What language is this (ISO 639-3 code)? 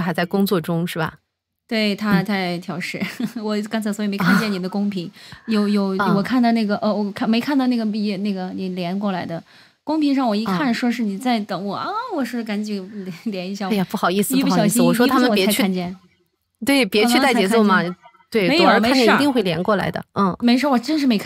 zho